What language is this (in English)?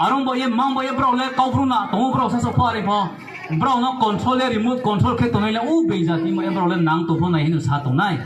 Riang (India)